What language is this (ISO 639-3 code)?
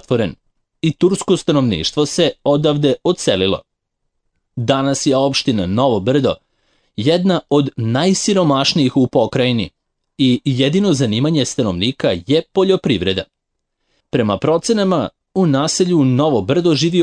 srp